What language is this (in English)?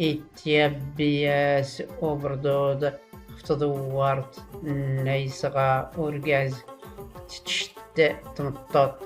Tachelhit